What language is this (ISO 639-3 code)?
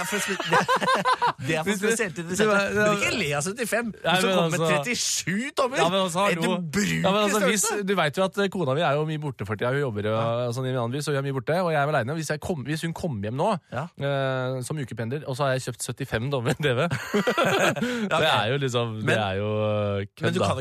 nor